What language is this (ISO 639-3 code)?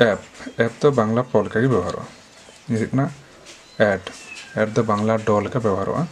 sat